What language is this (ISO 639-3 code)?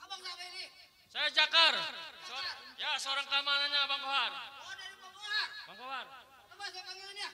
bew